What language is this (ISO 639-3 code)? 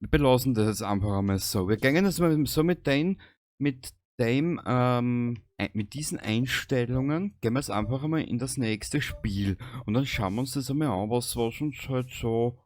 bar